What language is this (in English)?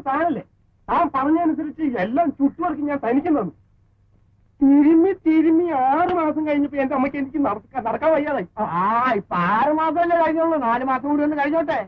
Malayalam